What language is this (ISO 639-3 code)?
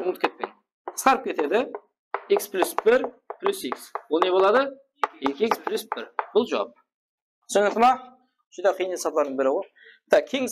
kaa